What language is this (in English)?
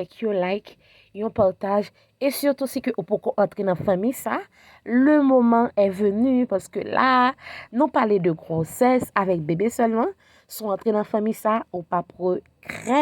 Haitian Creole